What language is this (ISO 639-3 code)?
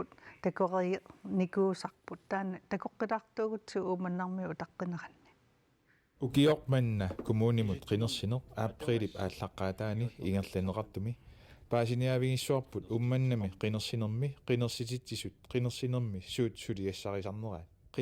kal